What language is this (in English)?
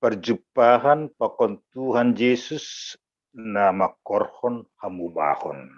Batak Simalungun